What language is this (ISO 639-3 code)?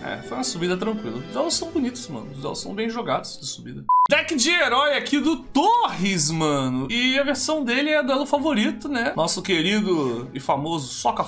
por